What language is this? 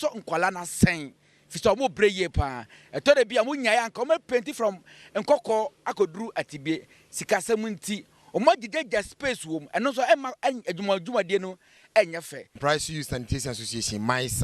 Akan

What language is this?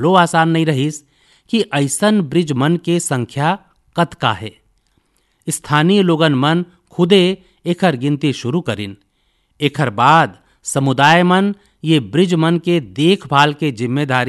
Chhattisgarhi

